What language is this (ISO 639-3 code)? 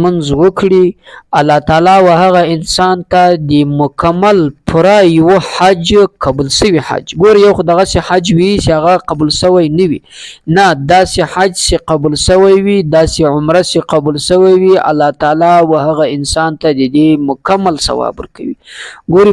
pus